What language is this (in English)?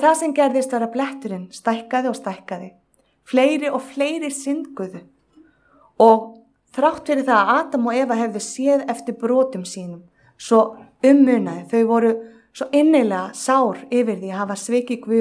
Icelandic